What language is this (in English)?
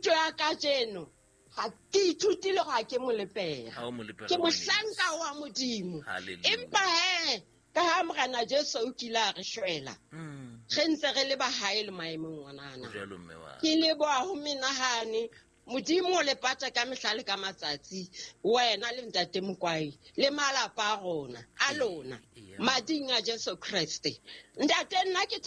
Southern Sotho